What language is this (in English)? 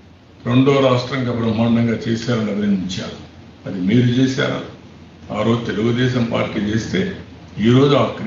Telugu